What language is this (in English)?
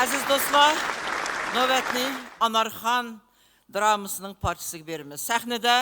Uyghur